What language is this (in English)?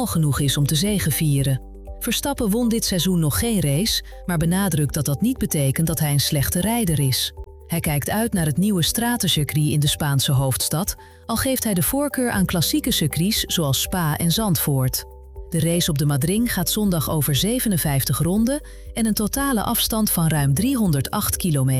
Dutch